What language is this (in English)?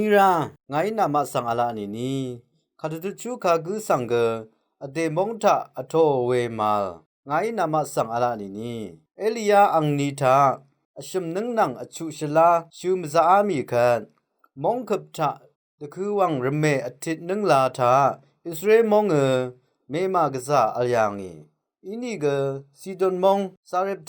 Rawang